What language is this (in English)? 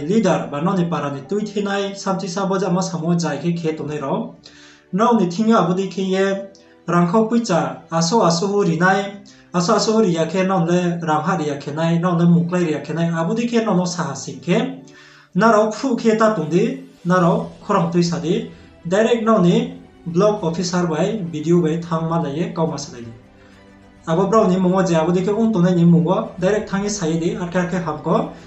Riang (India)